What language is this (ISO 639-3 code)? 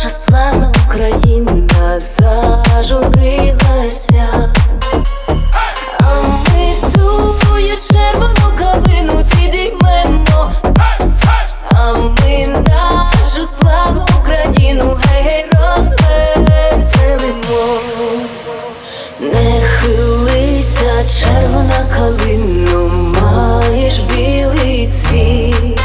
ukr